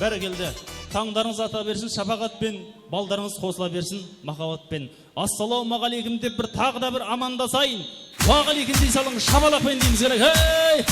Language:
Kara-Kalpak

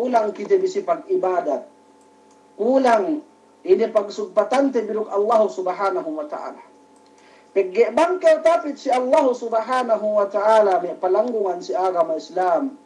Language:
Yakan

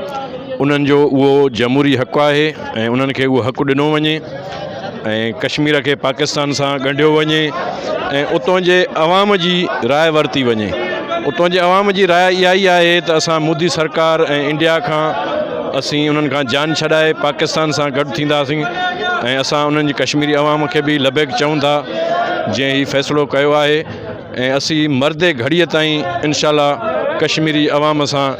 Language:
Sindhi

